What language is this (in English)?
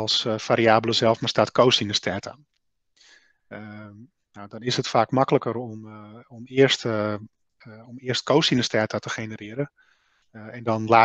Dutch